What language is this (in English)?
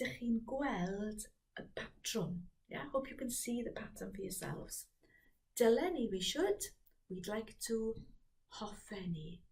Welsh